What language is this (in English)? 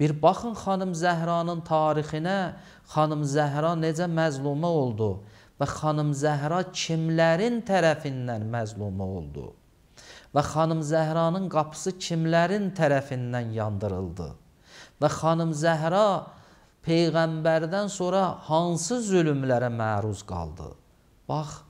Azerbaijani